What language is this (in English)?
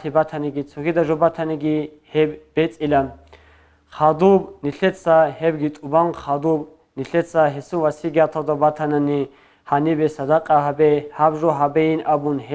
Avaric